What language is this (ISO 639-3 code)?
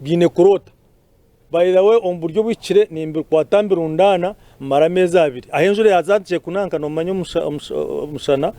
nyn